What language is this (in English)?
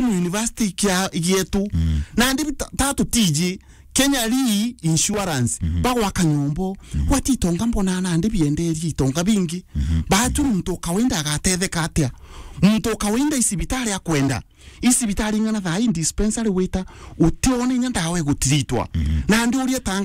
Meru